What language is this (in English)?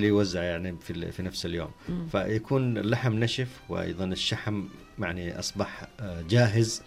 Najdi Arabic